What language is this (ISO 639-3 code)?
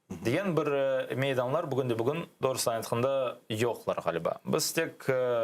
crh